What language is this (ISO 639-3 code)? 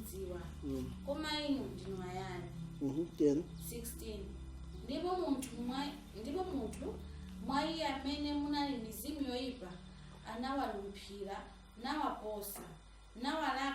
nya